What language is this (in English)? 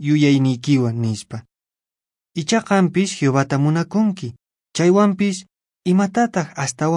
Quechua